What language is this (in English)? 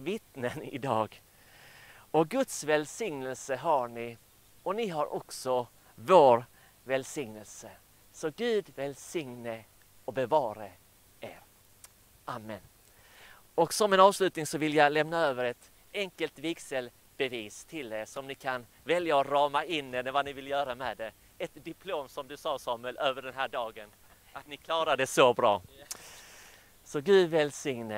Swedish